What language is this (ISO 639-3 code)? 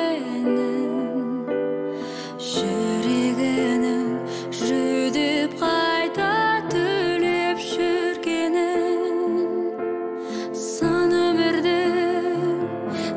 kaz